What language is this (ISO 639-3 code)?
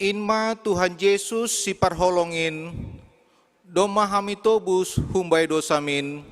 bts